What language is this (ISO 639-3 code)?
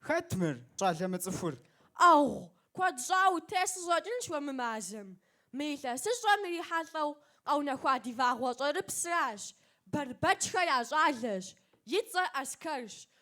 kbd